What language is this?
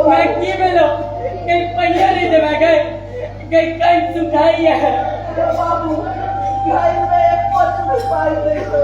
Maithili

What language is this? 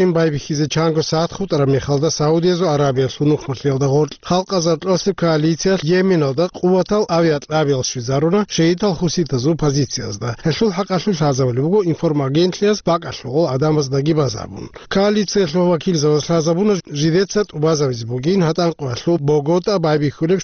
Avaric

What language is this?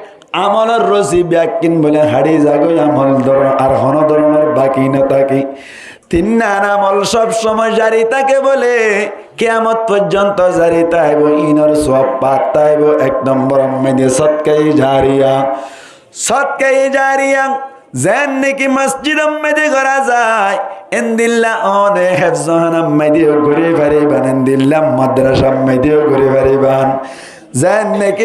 Rohingya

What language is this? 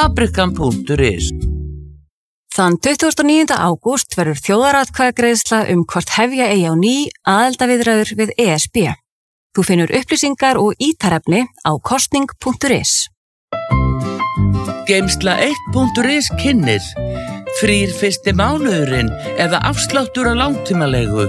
Icelandic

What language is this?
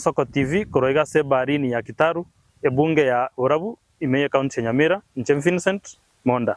Gusii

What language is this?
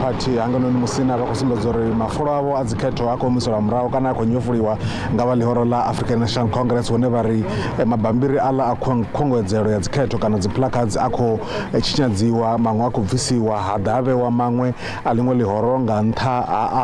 Venda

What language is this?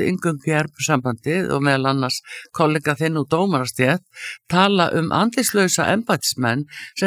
Icelandic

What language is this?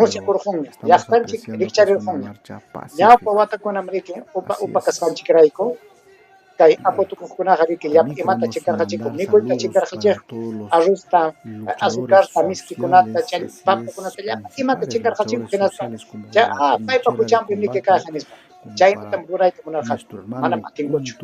Ayacucho Quechua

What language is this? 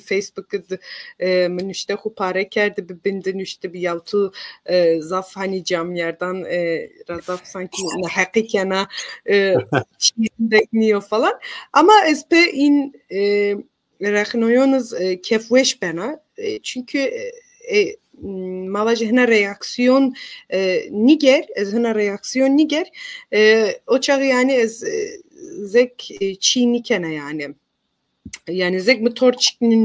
Zaza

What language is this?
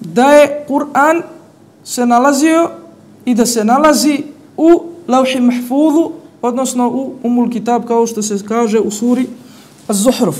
Bosnian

